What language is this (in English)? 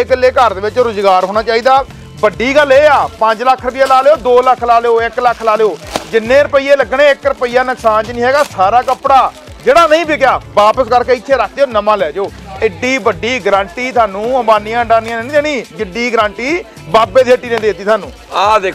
Punjabi